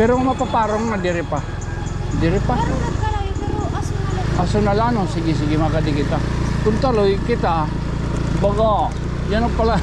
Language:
Waray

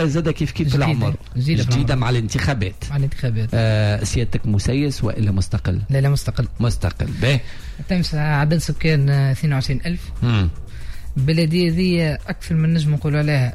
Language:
Tunisian Arabic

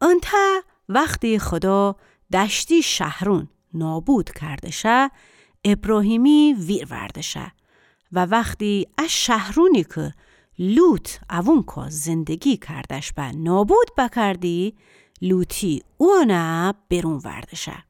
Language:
Gilaki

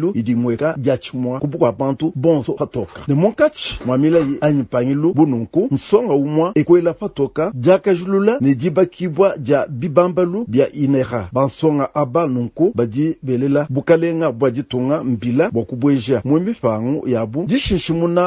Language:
Luba-Lulua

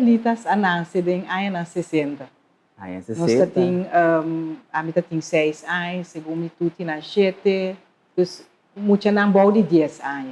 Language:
Papiamento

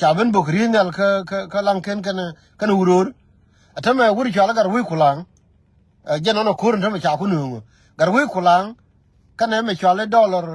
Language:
Nuer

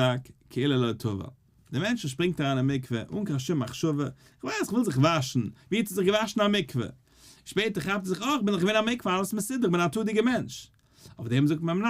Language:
Yiddish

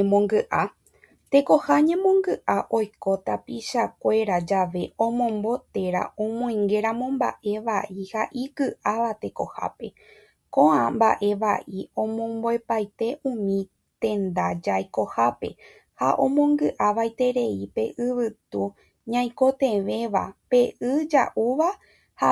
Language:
Guarani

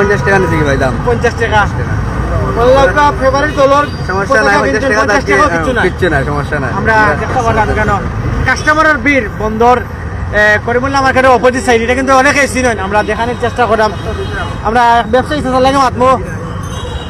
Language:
Sylheti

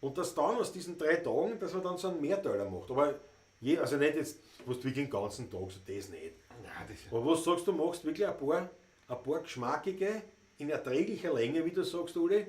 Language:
Bavarian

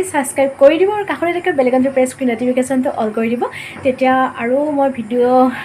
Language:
Assamese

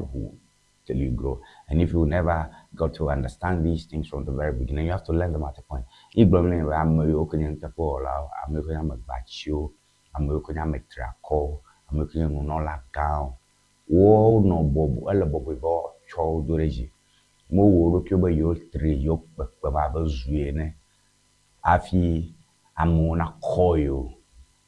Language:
Ewe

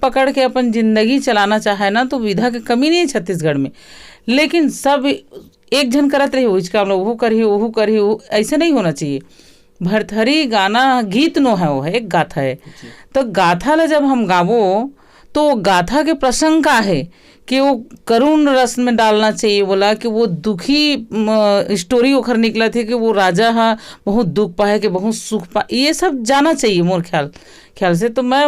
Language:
Chhattisgarhi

